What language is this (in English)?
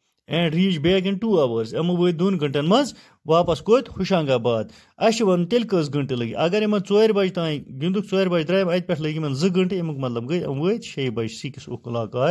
Kashmiri